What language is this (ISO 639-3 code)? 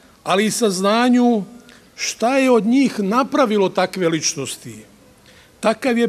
srp